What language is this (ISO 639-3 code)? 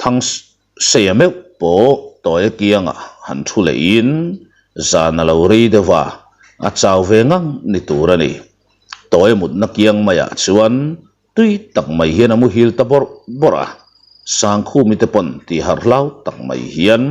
lus